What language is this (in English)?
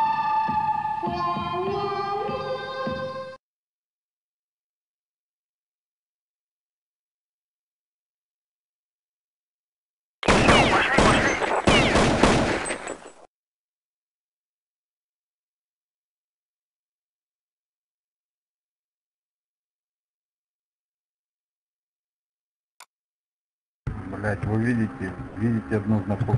Russian